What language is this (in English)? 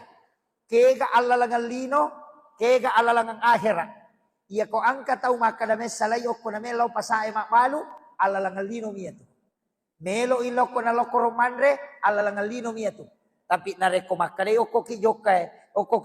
Buginese